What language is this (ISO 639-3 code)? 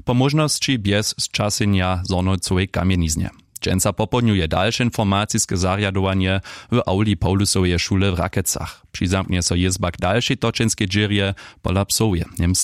hsb